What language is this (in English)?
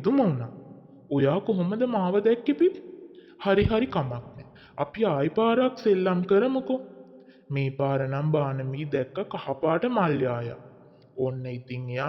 Sinhala